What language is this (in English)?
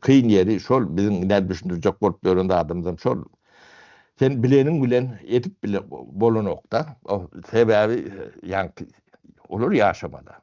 Turkmen